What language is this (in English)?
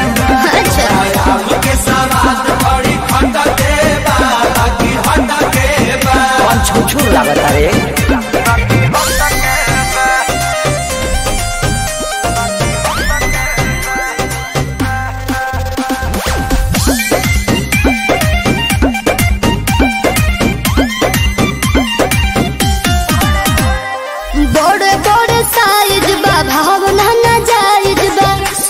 Bhojpuri